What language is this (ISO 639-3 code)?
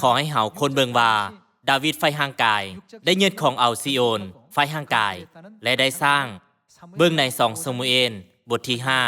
lao